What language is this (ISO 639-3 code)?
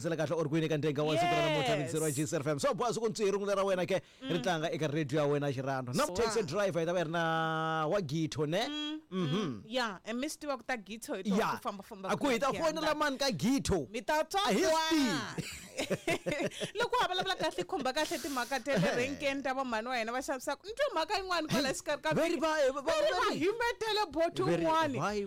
tso